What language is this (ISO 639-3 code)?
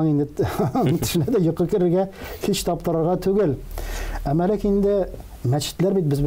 tat